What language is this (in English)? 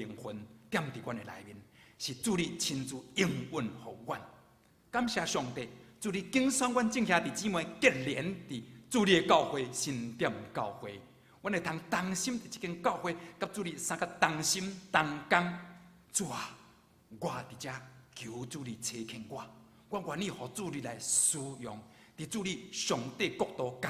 Min Nan Chinese